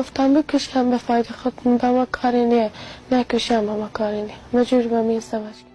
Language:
Persian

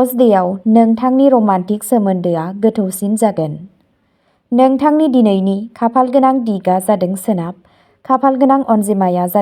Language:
Bodo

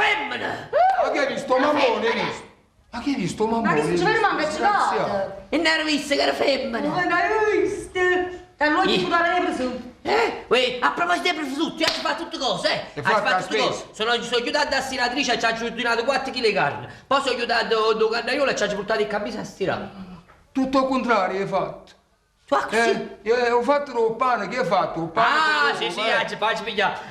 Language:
Neapolitan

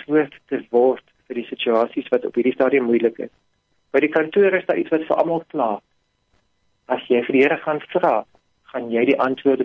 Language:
Afrikaans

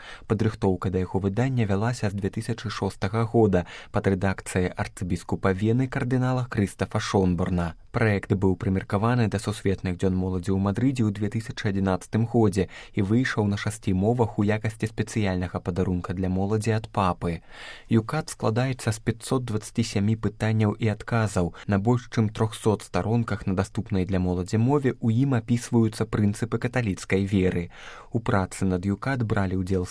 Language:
Belarusian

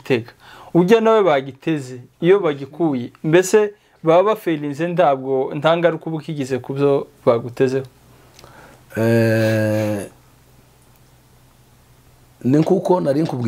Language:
Kinyarwanda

